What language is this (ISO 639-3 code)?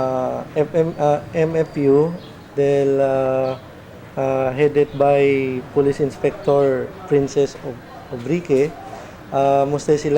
cbk